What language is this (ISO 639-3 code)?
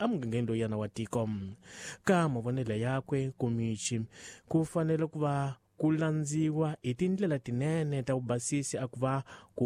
tso